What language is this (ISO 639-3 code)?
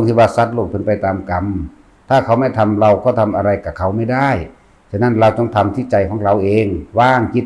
tts